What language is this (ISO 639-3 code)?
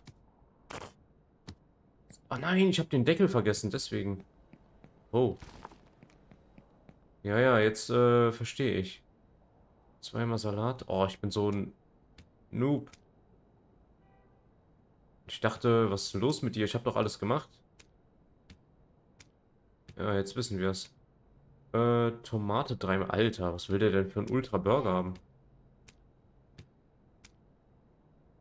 deu